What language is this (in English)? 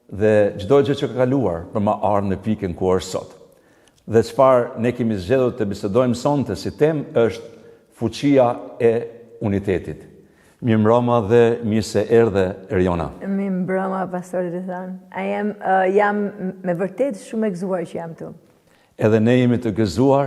Albanian